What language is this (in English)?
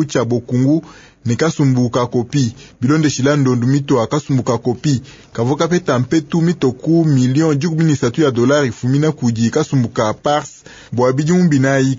Luba-Lulua